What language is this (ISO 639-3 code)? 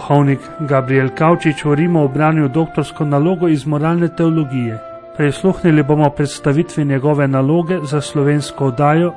slv